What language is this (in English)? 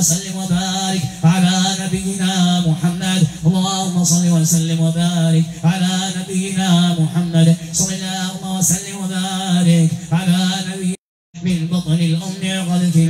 Arabic